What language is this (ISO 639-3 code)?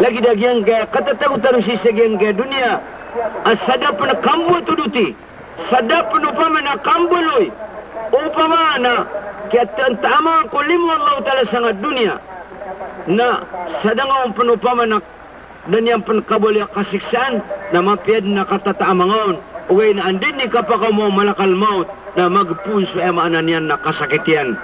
mrw